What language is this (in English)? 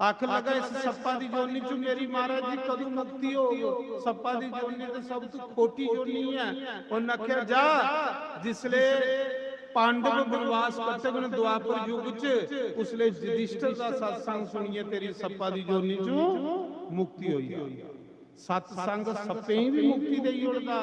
Dogri